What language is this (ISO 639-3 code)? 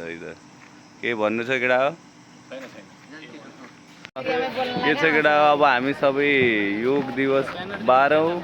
nep